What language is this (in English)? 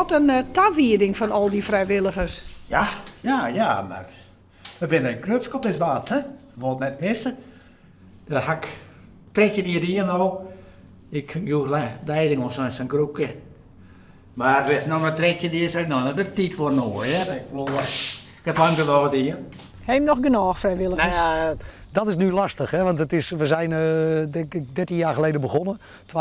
Western Frisian